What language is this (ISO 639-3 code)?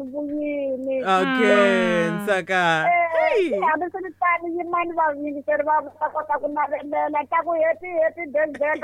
tso